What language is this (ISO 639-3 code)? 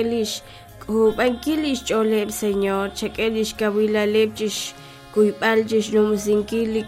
kek